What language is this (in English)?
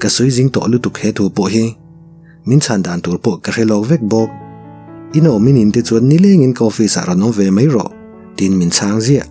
Mizo